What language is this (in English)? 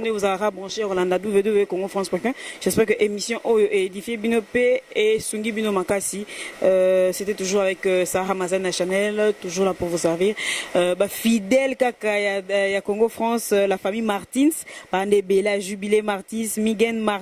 Lingala